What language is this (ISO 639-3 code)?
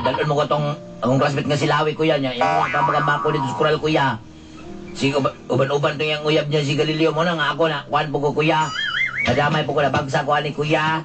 ceb